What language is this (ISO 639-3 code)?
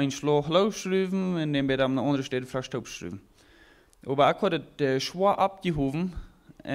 pdt